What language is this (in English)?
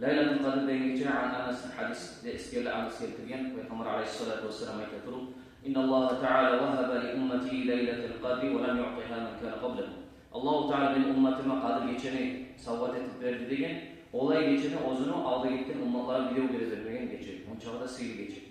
Kumyk